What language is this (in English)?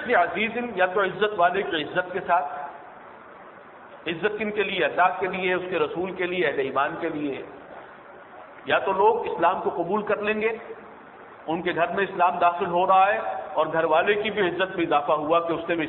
Urdu